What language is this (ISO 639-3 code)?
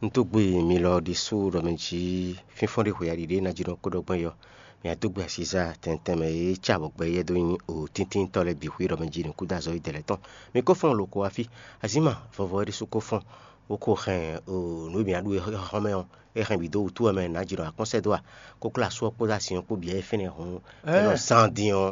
fon